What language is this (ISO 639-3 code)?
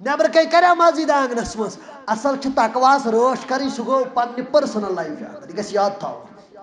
kas